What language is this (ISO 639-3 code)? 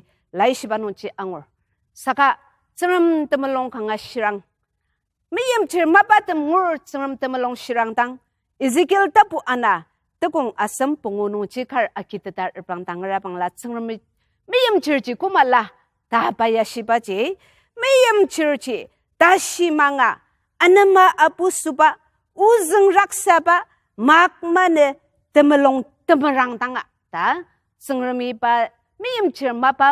njo